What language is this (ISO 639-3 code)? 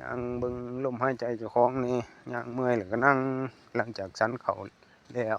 lao